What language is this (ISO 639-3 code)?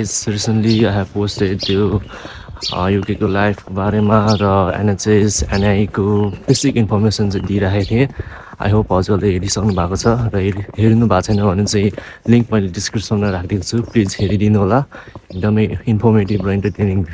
nep